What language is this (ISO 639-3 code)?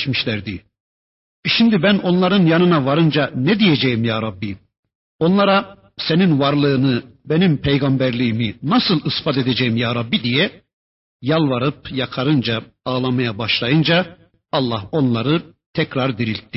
tur